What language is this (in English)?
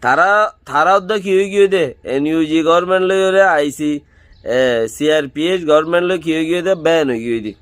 Rohingya